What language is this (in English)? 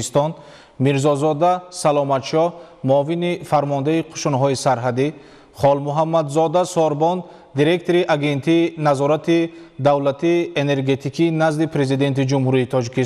Tajik